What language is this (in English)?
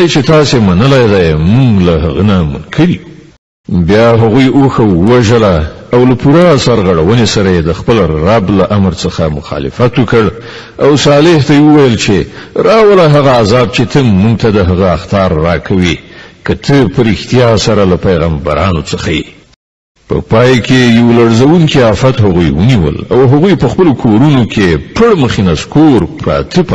Pashto